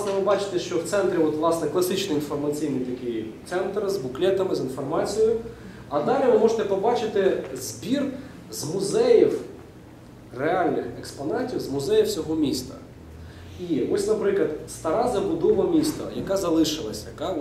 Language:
Ukrainian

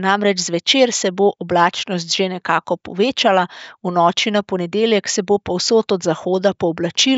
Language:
Slovenian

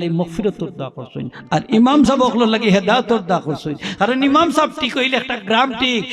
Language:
Sylheti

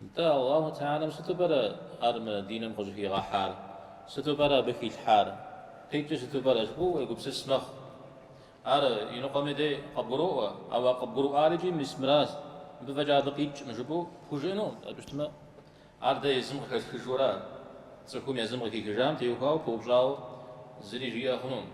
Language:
Kabardian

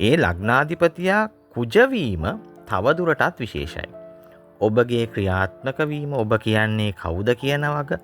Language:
Sinhala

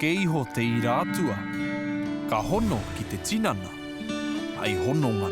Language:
Māori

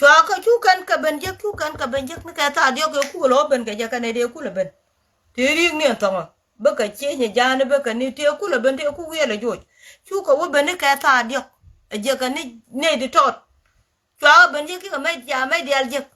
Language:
Nuer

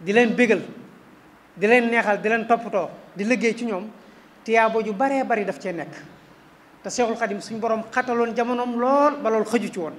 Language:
Wolof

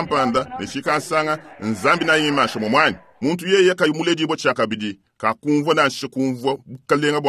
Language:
Luba-Lulua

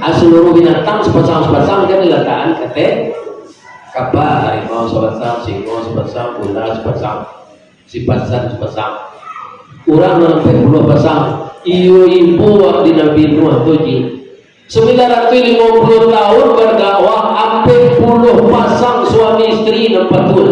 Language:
Minangkabau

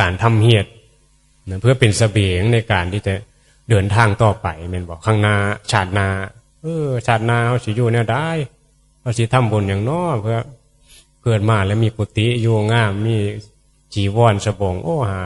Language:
Northeastern Thai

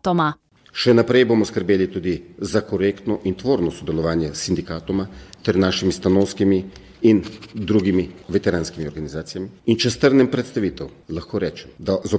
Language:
Slovenian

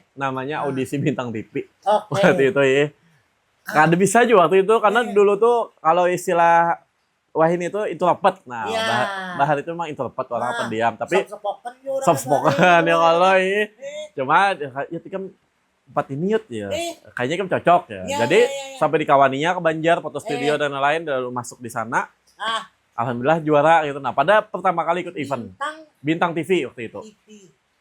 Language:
Banjar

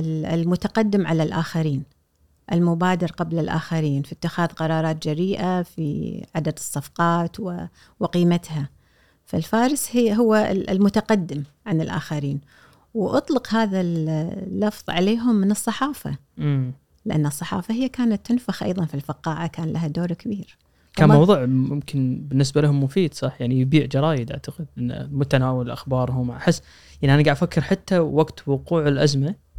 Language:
Gulf Arabic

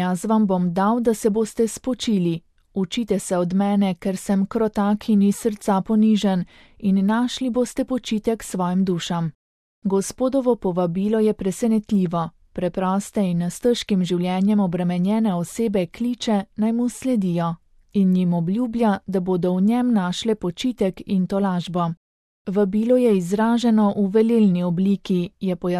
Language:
Slovenian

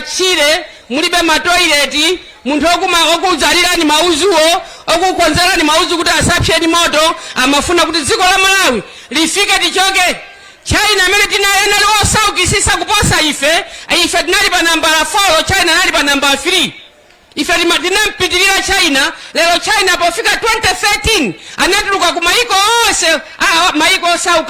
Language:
Nyanja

